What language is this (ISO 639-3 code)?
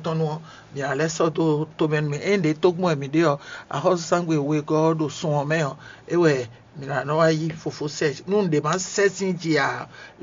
fon